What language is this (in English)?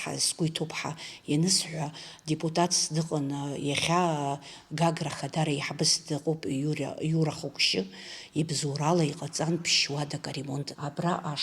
Abkhazian